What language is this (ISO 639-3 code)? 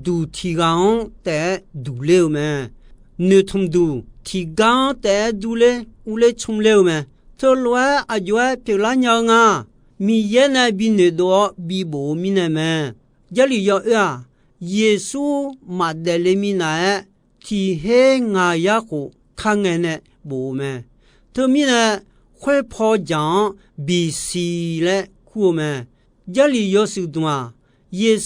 ahk